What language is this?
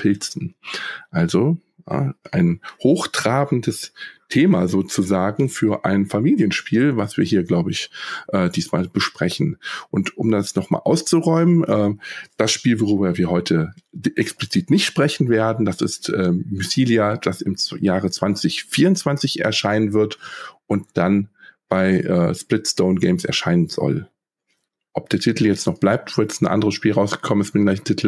German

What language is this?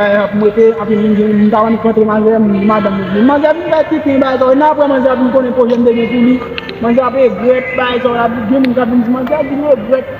Haitian Creole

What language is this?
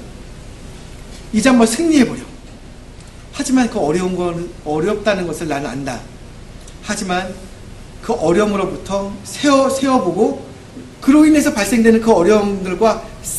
Korean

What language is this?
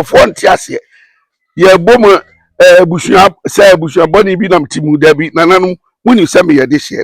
Akan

